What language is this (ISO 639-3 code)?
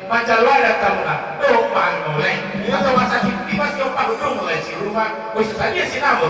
bbc